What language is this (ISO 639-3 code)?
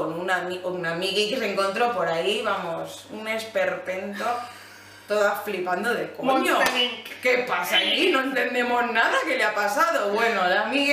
spa